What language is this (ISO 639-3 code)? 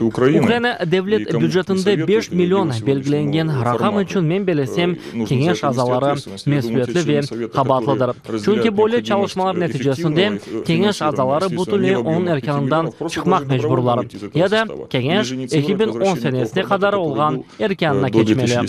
crh